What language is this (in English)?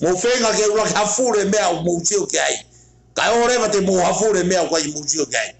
Tongan